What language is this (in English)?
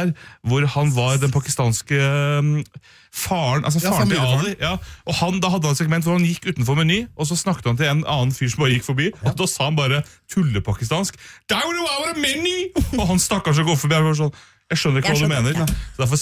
Norwegian